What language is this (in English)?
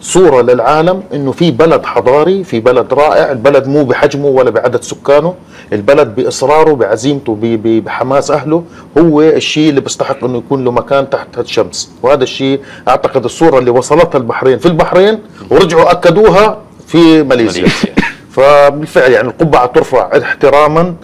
Gulf Arabic